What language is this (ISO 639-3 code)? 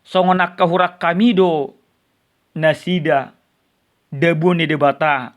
bbc